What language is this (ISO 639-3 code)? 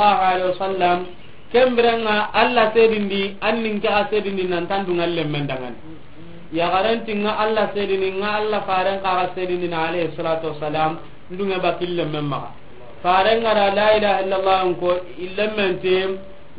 snk